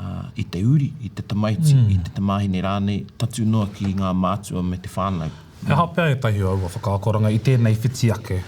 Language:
Māori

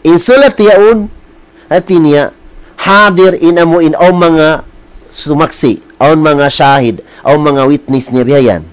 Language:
Tausug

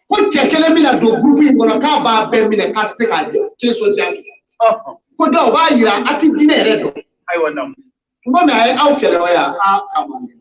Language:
Bambara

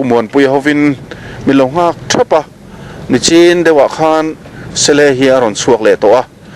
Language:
Mizo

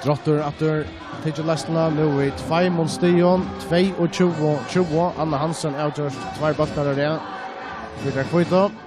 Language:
Faroese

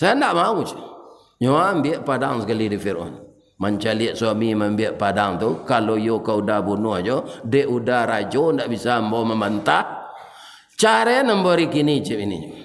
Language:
Minangkabau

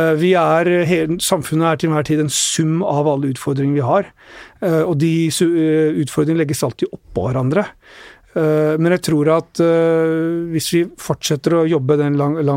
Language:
Norwegian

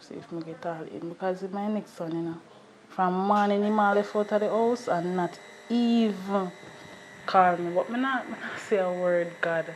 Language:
Jamaican Creole English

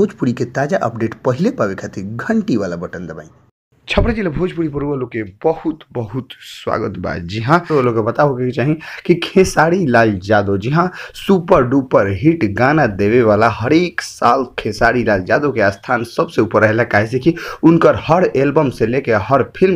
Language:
Bhojpuri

